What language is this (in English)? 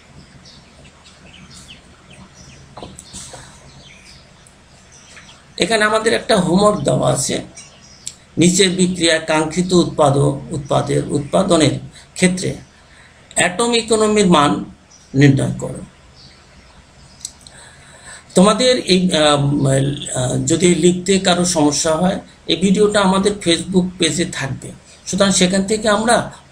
Bangla